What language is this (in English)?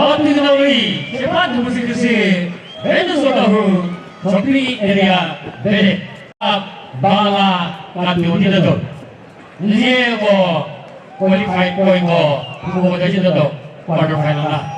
Chokri Naga